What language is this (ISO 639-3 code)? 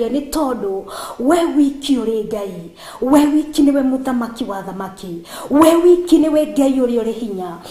kik